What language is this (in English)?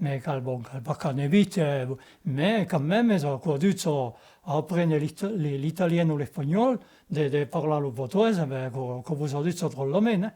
Occitan